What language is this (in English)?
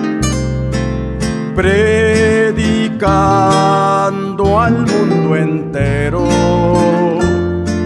Spanish